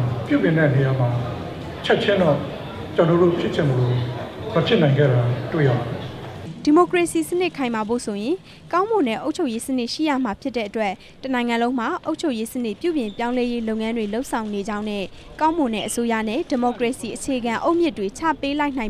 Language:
Burmese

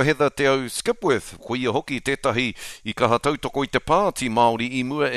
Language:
Māori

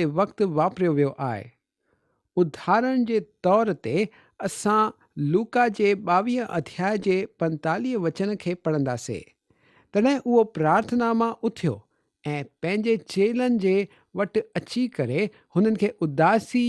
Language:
Sindhi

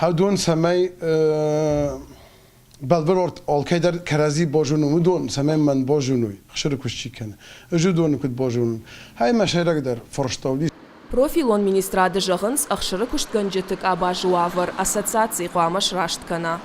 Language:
Ossetic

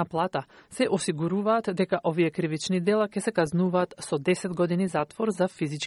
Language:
Macedonian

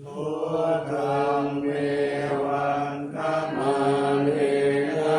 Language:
Pali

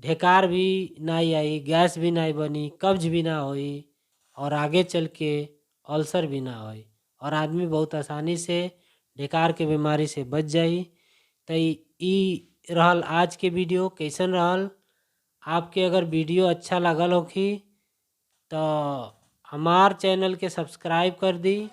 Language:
Bhojpuri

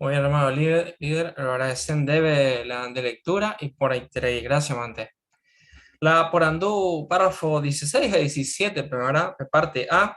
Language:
Guarani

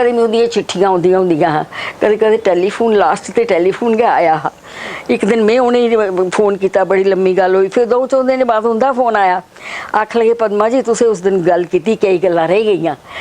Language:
Dogri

